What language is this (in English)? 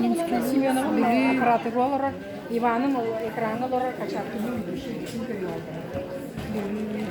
Yakut